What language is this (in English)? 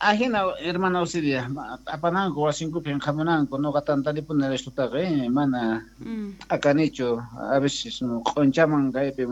South Bolivian Quechua